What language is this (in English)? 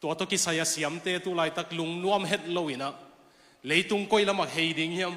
Tedim Chin